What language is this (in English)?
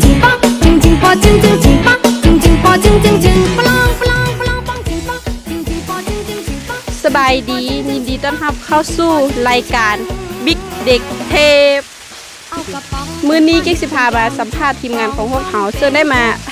Lao